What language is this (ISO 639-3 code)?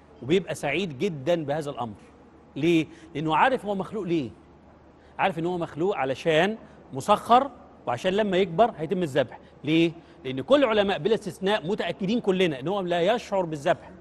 arz